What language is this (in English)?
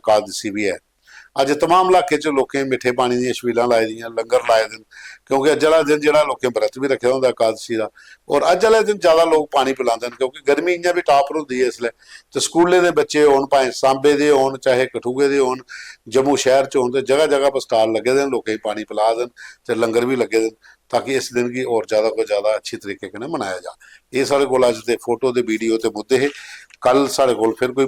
Dogri